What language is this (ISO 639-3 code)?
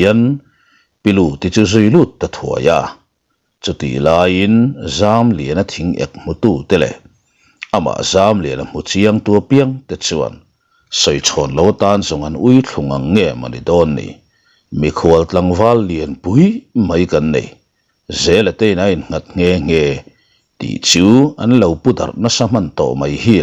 lus